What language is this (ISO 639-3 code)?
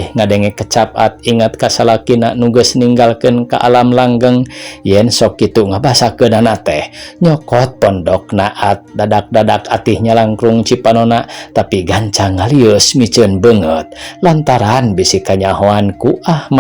sun